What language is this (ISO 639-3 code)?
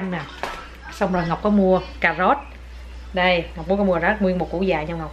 vie